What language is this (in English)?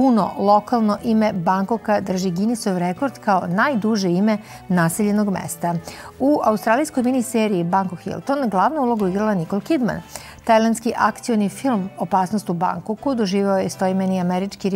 Serbian